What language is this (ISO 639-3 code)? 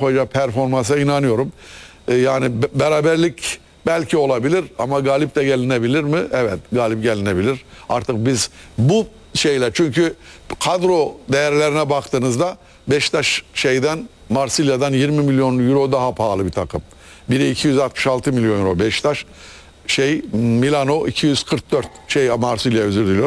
tur